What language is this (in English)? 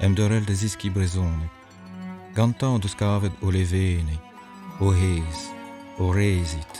Breton